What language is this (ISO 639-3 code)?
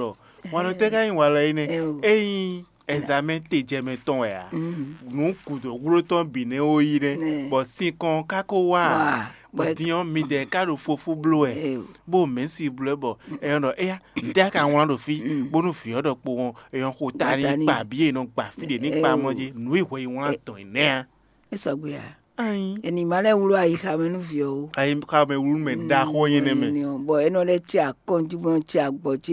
fon